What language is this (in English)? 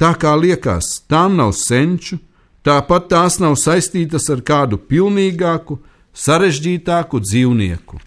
Latvian